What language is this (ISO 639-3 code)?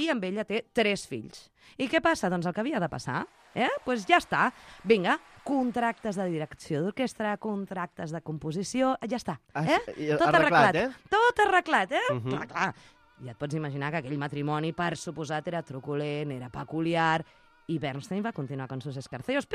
cat